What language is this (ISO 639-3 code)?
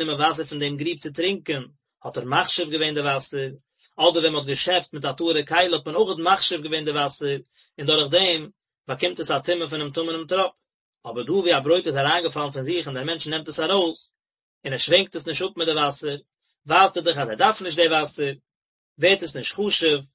yid